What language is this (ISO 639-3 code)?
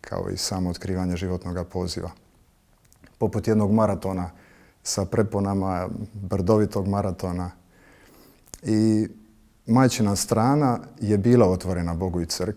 hrv